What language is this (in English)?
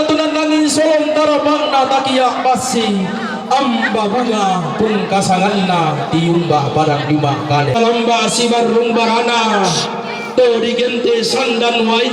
Toraja-Sa'dan